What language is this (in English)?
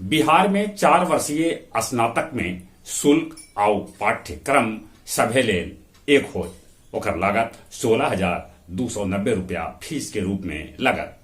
Magahi